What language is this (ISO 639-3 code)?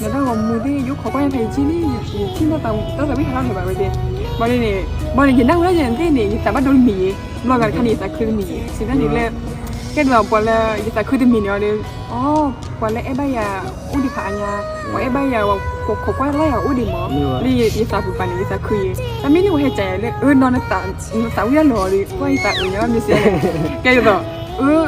ksw